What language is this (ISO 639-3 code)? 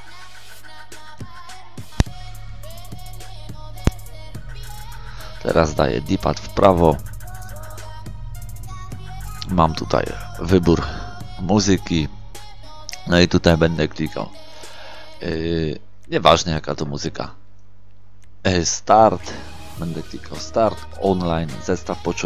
pol